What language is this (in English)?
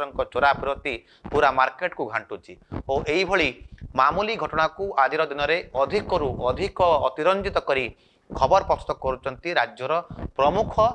Odia